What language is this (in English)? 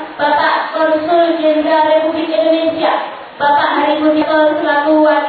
Indonesian